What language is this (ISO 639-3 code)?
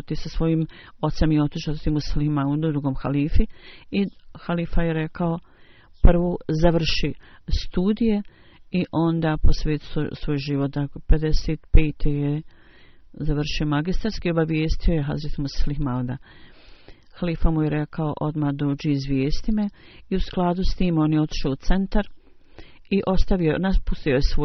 bos